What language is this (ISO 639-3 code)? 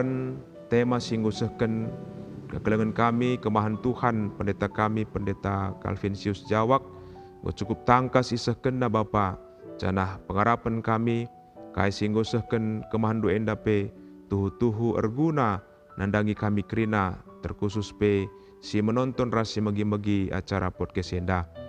btx